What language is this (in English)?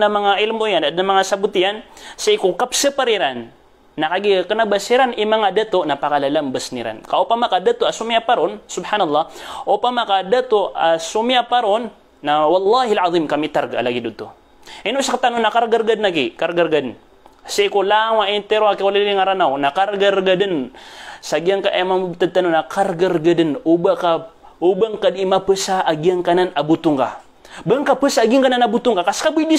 Maranao